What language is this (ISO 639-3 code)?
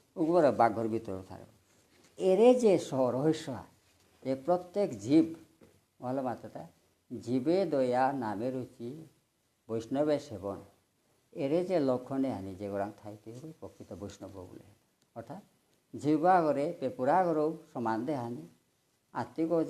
bpy